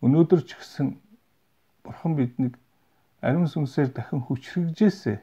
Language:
Mongolian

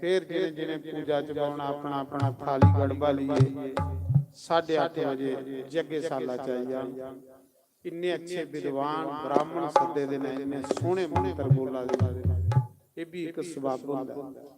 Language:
Dogri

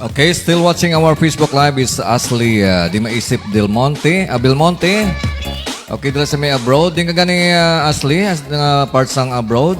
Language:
Hiligaynon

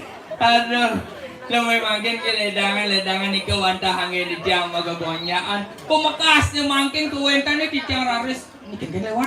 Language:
Balinese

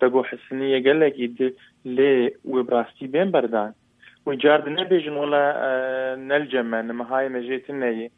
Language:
Kurdish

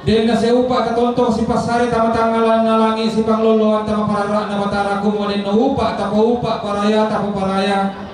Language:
Toraja-Sa'dan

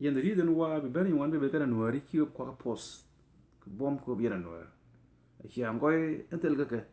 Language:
Nuer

